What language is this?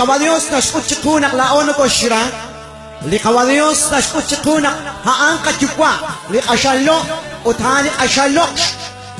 Kekchí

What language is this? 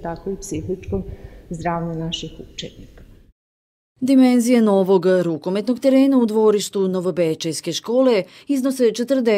Serbian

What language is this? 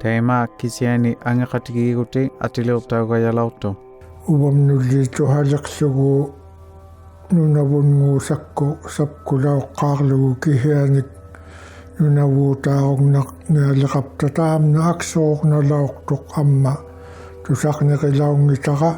Inuktitut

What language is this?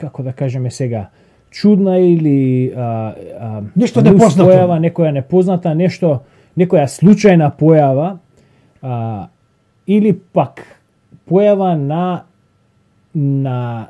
Macedonian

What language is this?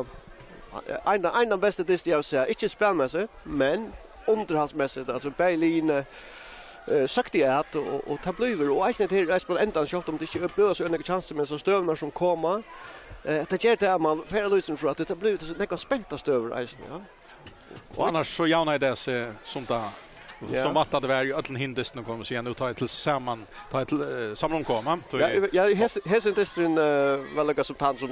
Faroese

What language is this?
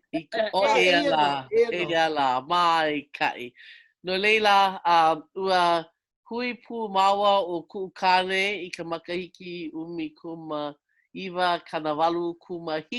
Hawaiian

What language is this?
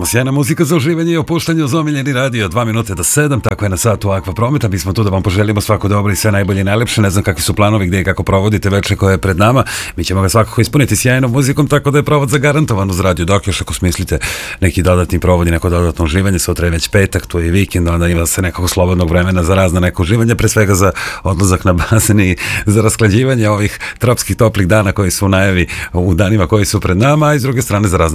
Serbian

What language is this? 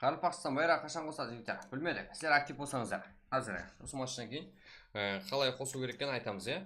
Kara-Kalpak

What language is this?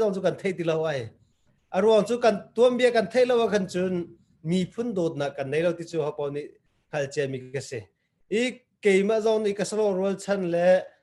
Hakha Chin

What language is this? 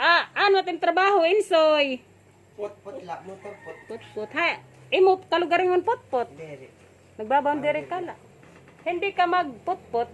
Waray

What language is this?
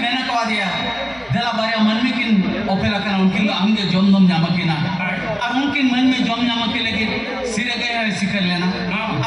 Santali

